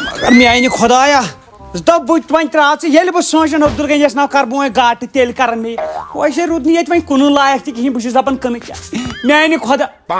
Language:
Kashmiri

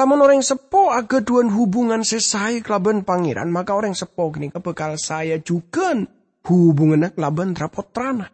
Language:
Madurese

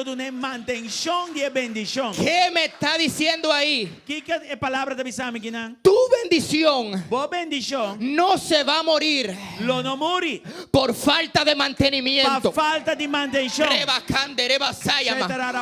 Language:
Papiamento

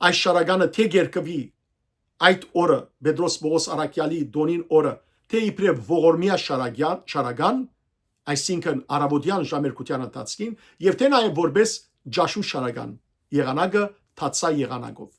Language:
Western Armenian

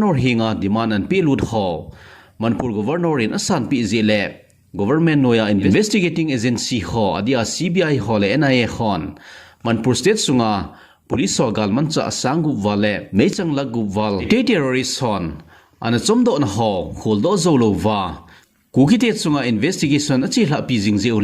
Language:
Thado Chin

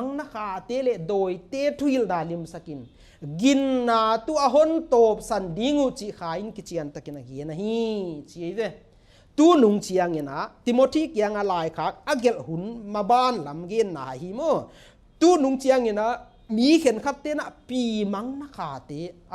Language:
Paite Chin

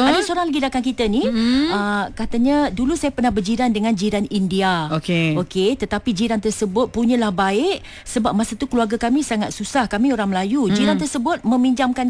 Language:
Malay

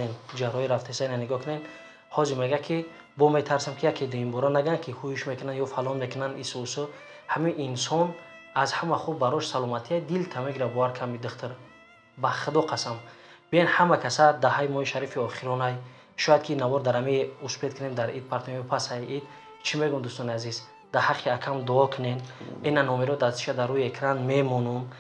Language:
Tajik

